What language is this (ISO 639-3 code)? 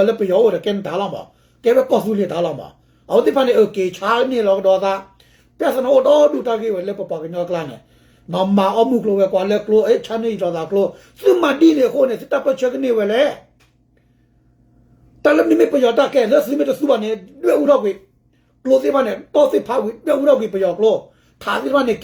ksw